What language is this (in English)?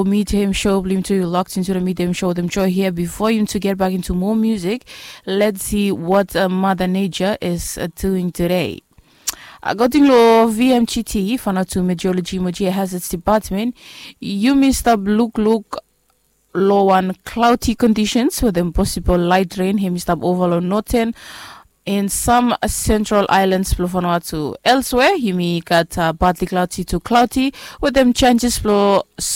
Bislama